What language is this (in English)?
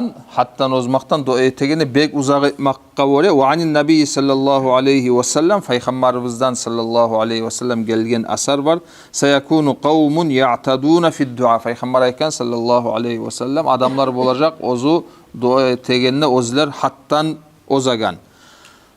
Kumyk